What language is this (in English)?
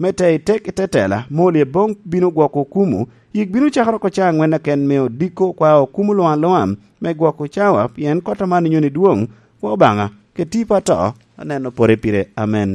Lango (Uganda)